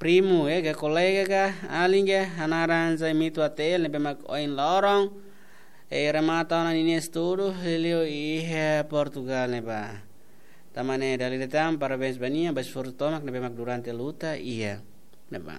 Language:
Tetum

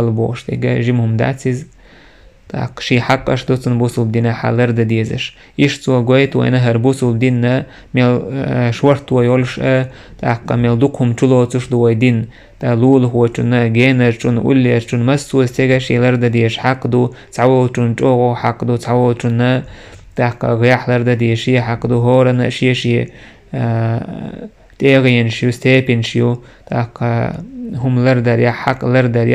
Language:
Chechen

